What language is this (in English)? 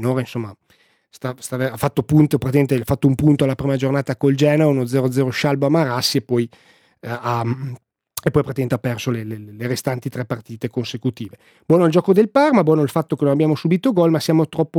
Italian